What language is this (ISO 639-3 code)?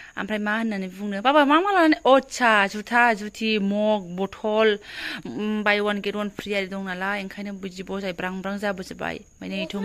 brx